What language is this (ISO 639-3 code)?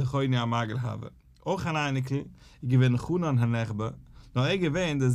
yid